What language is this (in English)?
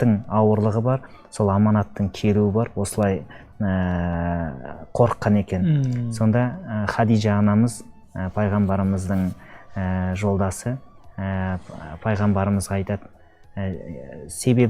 Kazakh